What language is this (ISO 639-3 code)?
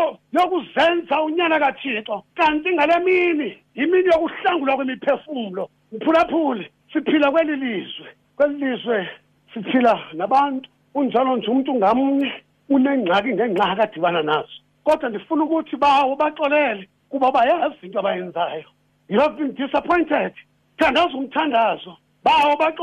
xho